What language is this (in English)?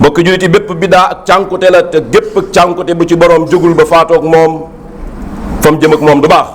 Wolof